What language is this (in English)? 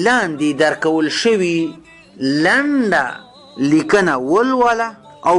Pashto